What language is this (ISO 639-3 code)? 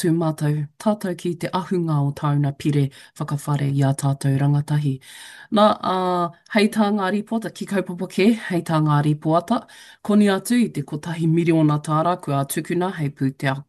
mri